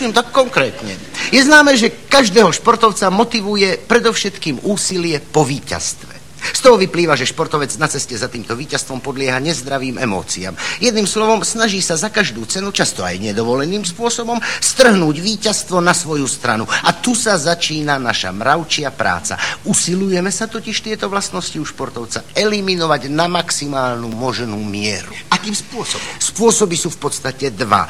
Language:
Slovak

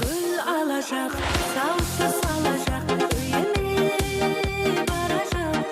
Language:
Kara-Kalpak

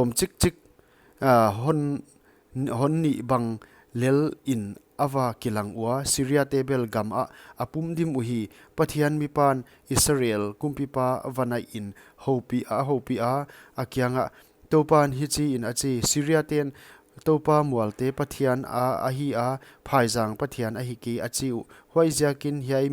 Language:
Paite Chin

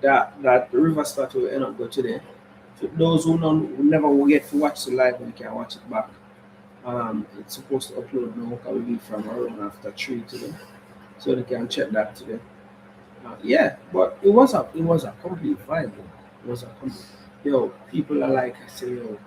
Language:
Jamaican Creole English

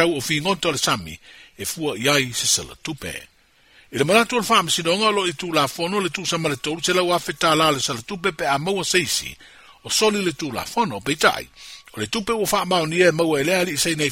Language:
Samoan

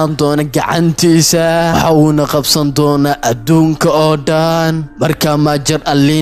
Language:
Somali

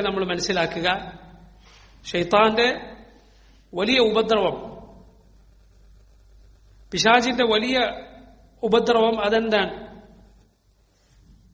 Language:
Malayalam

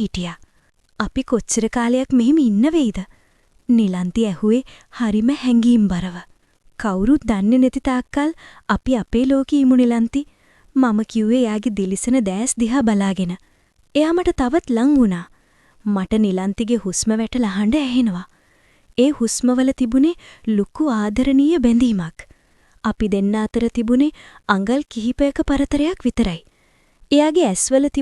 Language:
Sinhala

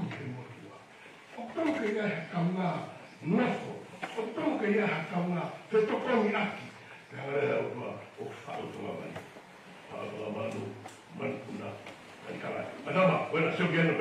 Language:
Tongan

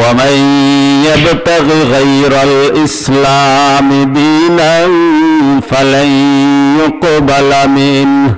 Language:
Sylheti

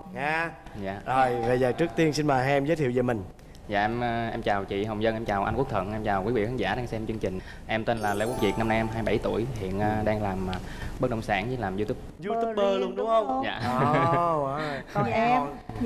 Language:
Vietnamese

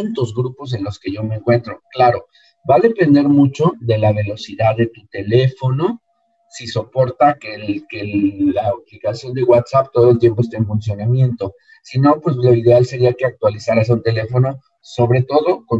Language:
Spanish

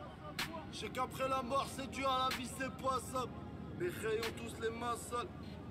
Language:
French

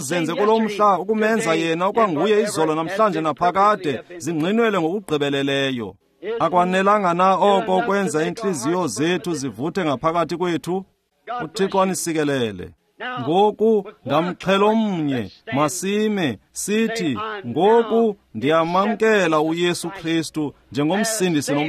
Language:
Xhosa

